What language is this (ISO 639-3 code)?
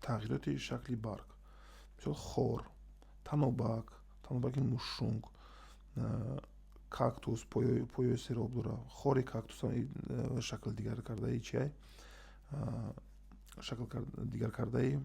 tgk